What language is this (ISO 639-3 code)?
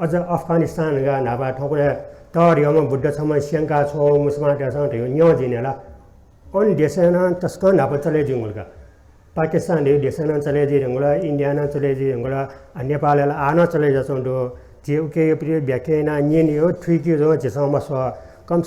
new